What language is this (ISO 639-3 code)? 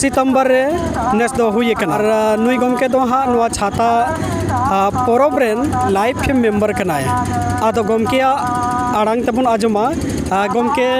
sat